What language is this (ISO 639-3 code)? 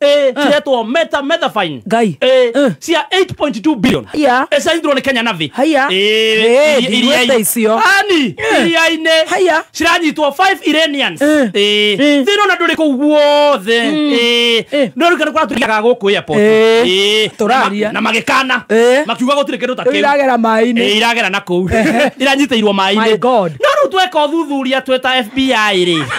kik